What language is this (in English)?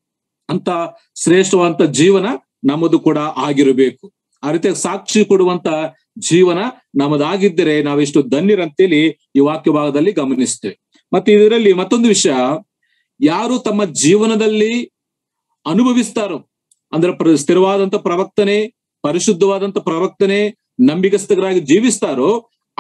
Kannada